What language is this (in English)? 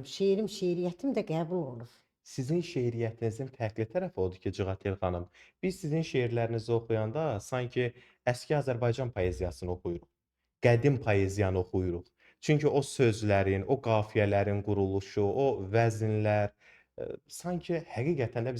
Azerbaijani